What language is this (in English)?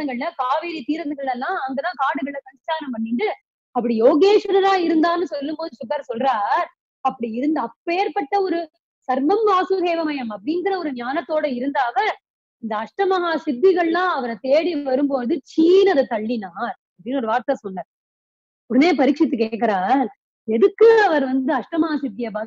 Tamil